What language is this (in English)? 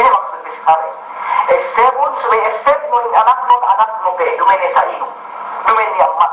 Yakan